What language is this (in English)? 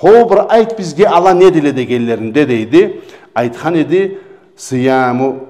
Karachay-Balkar